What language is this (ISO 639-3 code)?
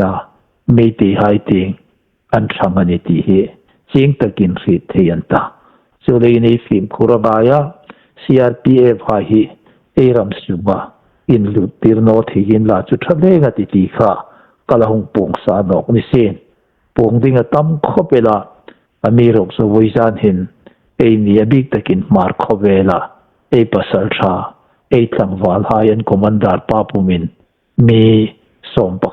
hmr